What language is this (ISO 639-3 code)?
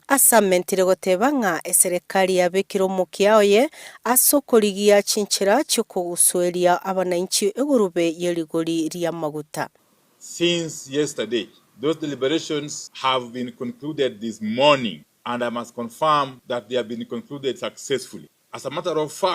guz